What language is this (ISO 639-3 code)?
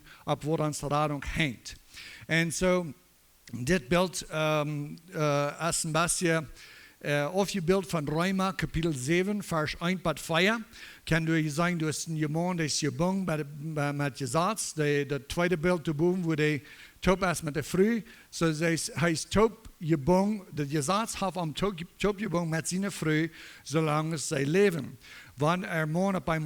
pdt